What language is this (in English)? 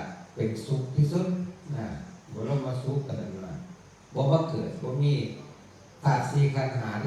Northeastern Thai